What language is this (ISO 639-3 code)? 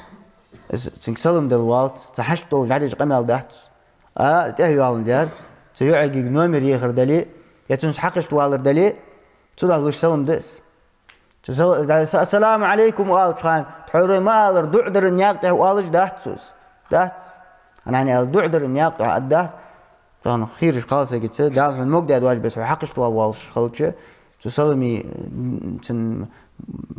inh